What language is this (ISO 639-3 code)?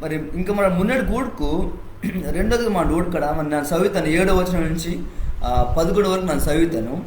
kff